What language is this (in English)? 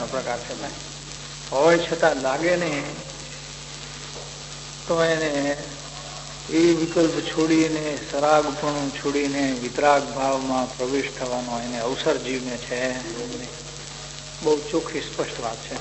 Gujarati